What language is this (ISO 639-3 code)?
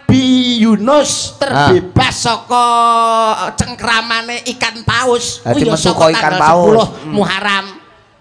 jav